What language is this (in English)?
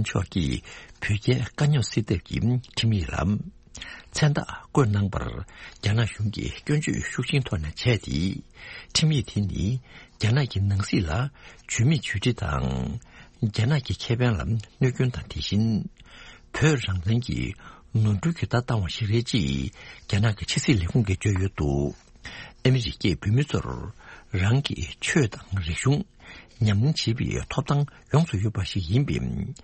Tibetan